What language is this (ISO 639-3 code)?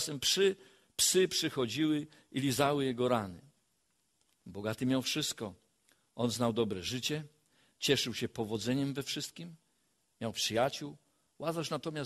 pol